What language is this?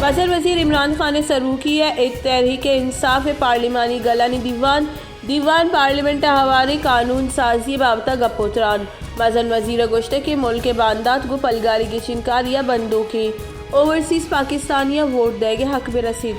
Baluchi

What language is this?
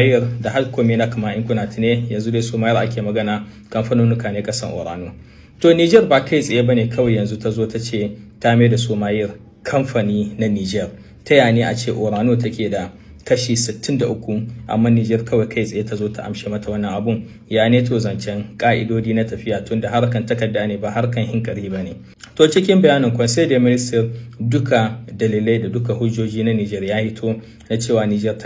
Hausa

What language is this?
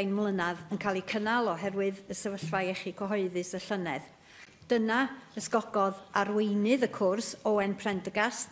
Welsh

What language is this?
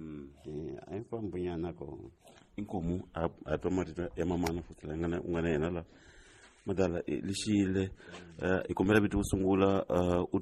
Tsonga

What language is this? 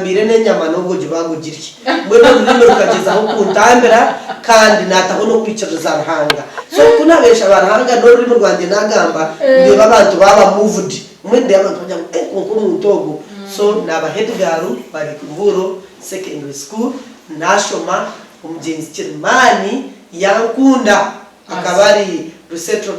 Nyankole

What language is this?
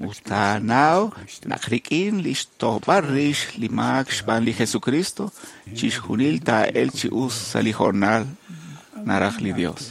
Kekchí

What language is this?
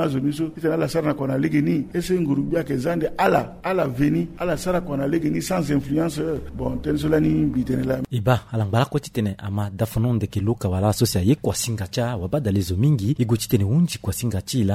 Sango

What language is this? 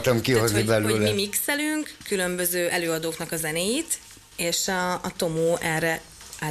Hungarian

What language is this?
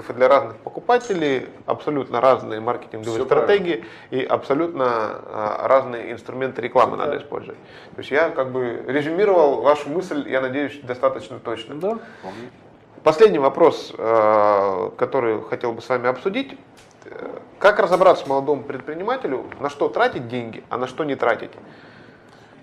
Russian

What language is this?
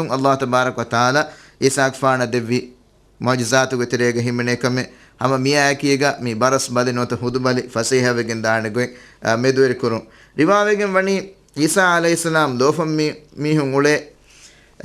Divehi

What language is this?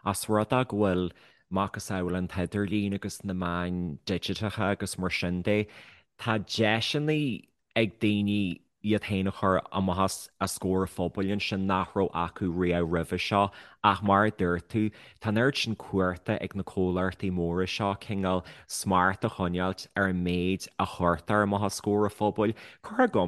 Irish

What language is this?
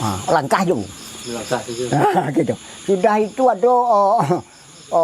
Minangkabau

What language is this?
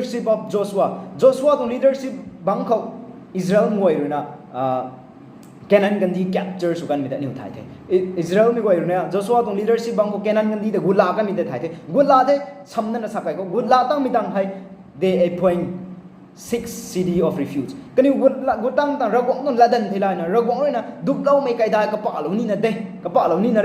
Rongmei Naga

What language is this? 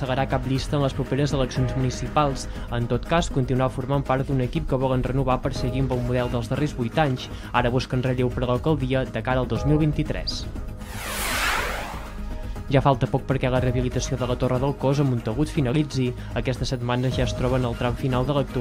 Catalan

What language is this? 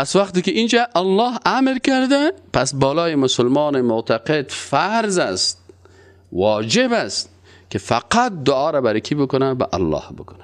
Persian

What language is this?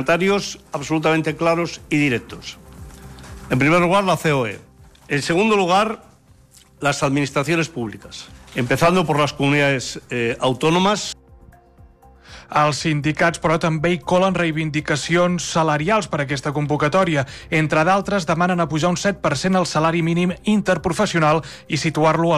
Catalan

